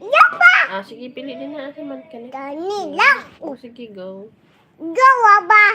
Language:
Cebuano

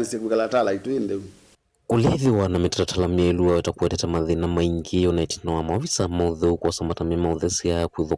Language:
Kamba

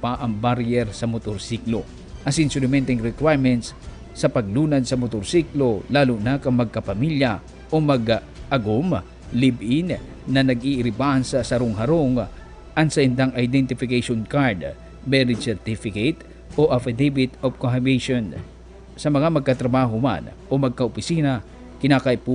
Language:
Bikol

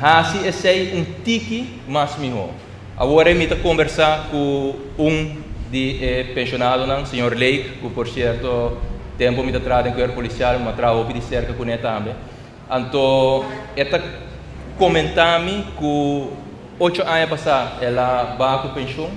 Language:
Papiamento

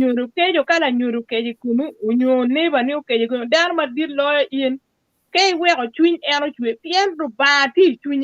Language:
Acoli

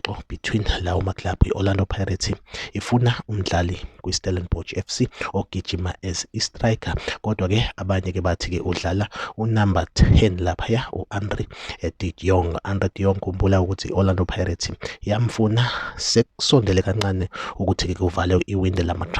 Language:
Zulu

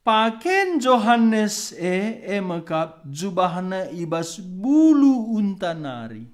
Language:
Batak Karo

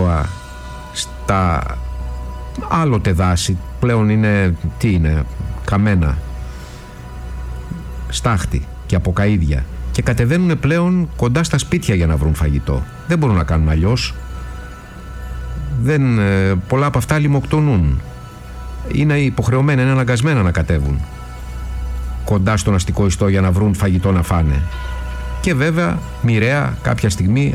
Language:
Greek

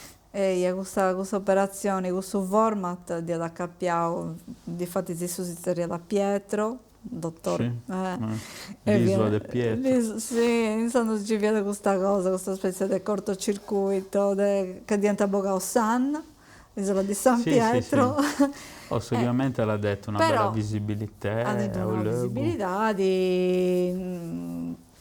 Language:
Sardinian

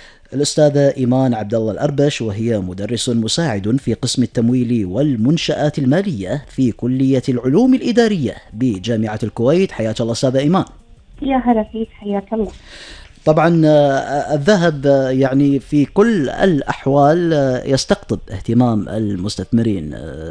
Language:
Gulf Arabic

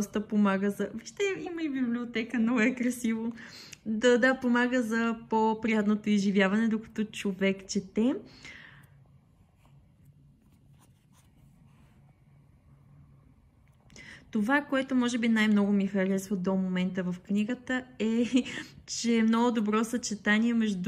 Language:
Bulgarian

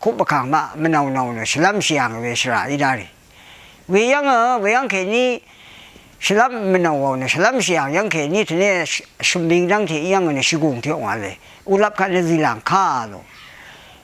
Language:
Rawang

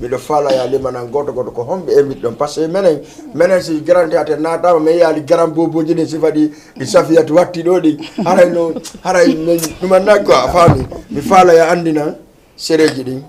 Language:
Fula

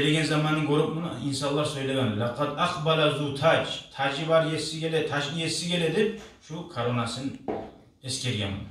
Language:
Kumyk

